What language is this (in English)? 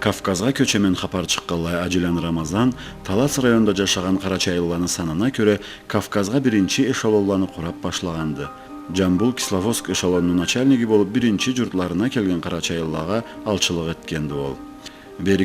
Karachay-Balkar